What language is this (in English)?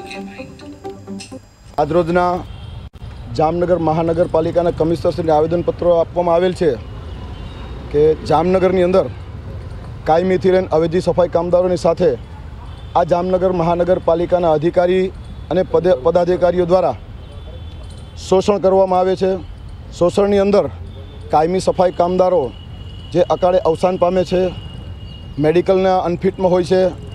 Gujarati